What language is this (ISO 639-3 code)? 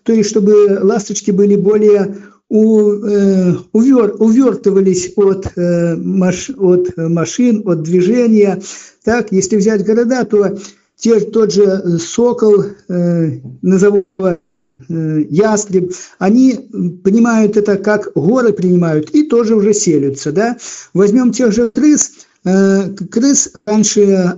rus